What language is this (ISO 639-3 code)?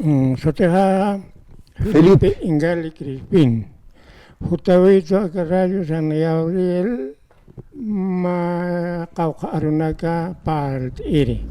aym